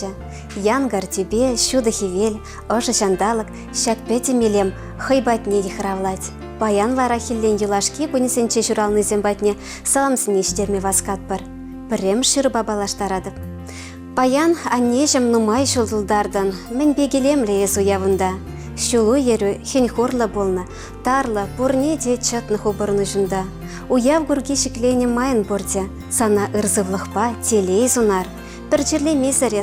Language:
Chuvash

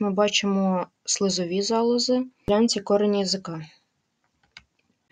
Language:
Ukrainian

